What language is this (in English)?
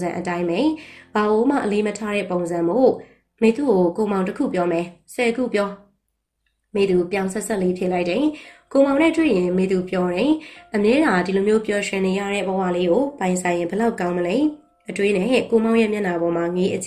Burmese